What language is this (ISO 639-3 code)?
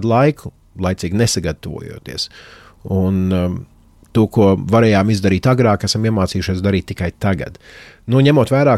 lav